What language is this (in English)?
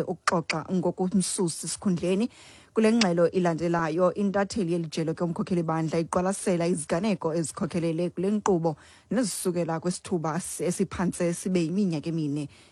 Xhosa